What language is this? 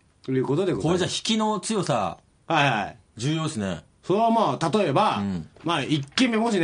Japanese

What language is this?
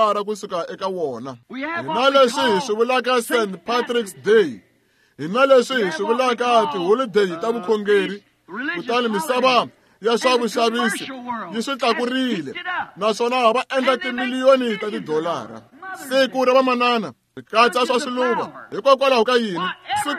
Tsonga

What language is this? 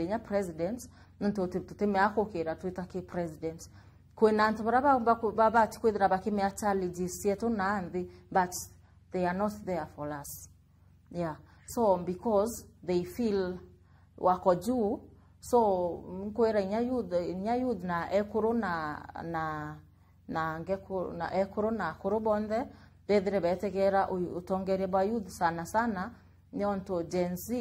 Meru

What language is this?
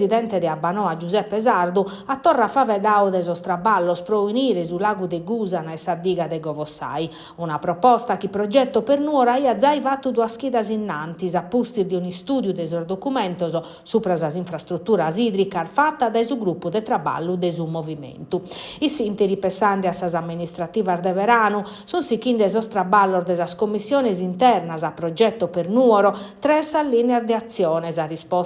Sardinian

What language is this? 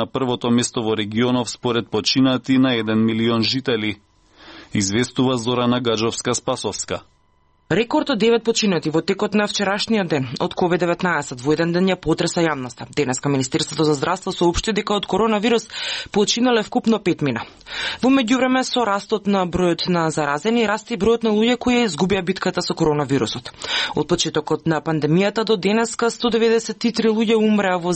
Macedonian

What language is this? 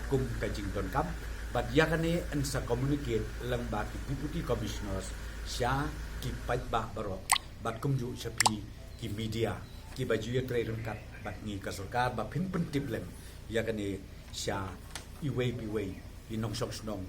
Khasi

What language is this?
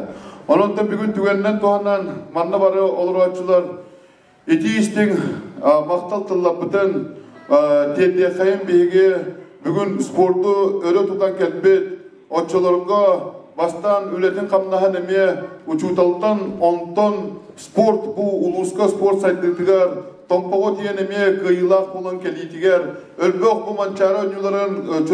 Yakut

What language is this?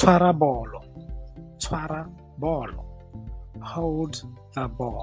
Tswana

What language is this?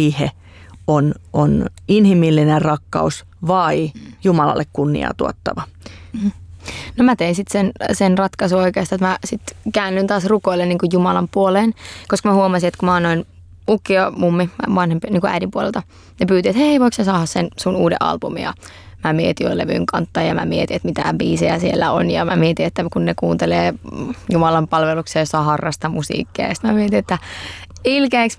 Finnish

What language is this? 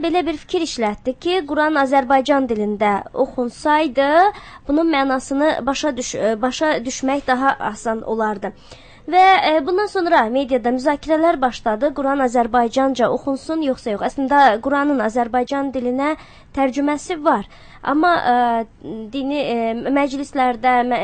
Azerbaijani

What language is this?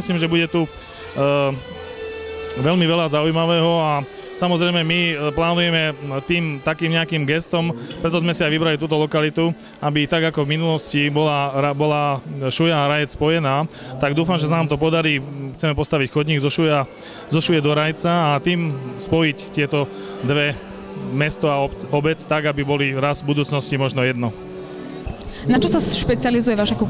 Slovak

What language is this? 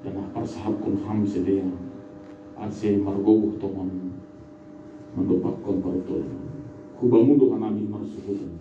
Batak Simalungun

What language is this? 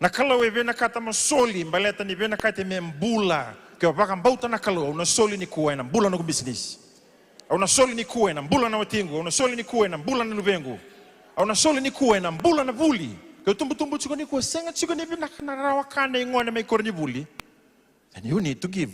Fijian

